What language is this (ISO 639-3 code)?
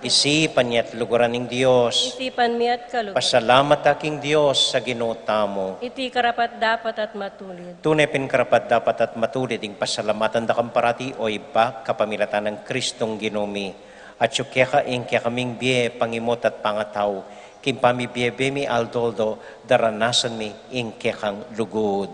pam